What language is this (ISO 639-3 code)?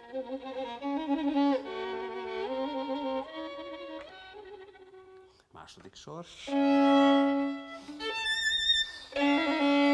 hun